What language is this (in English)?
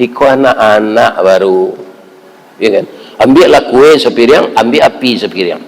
Minangkabau